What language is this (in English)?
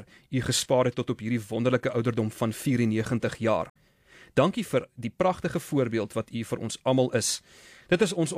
Afrikaans